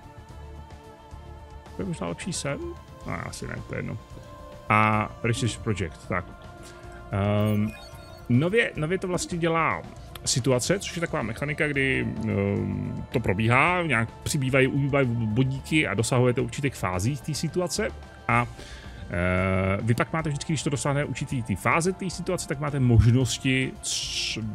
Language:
Czech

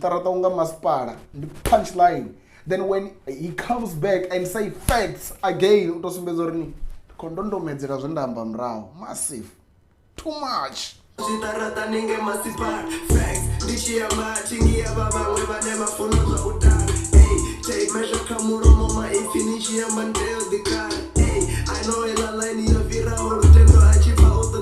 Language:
Venda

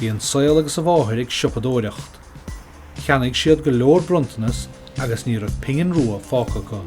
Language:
Irish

